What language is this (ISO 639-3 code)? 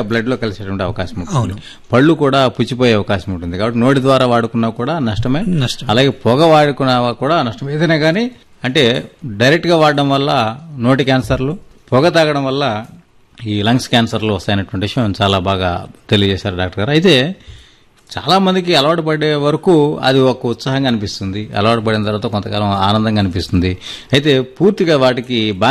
tel